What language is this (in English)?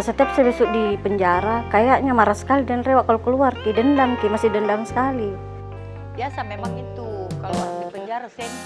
Makassar Malay